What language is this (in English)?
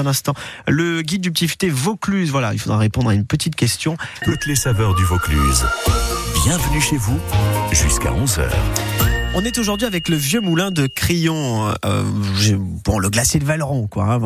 French